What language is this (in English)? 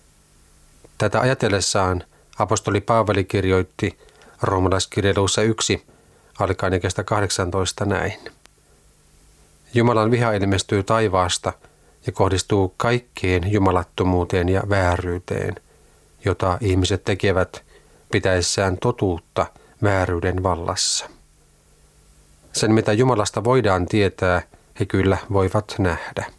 Finnish